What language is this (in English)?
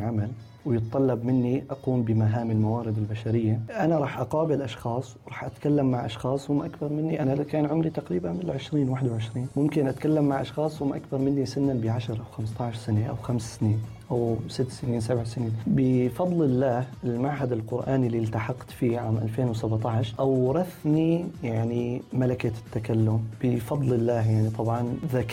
North Levantine Arabic